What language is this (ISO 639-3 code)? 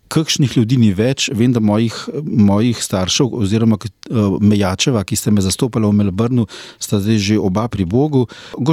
slv